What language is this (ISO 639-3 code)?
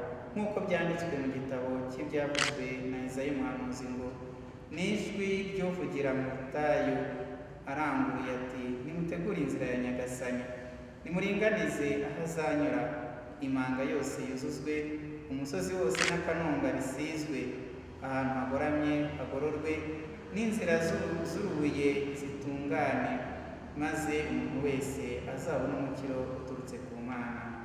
kin